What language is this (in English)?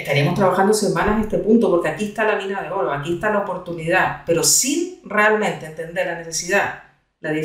Spanish